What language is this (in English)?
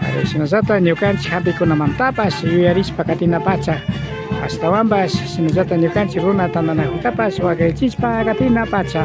Imbabura Highland Quichua